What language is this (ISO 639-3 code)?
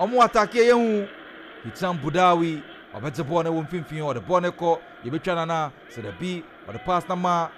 aka